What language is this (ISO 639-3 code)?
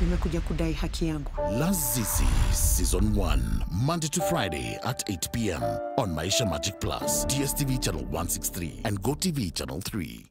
mer